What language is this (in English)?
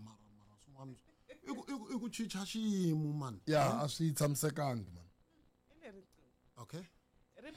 Tsonga